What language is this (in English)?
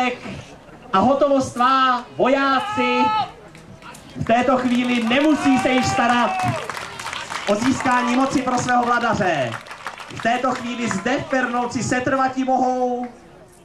Czech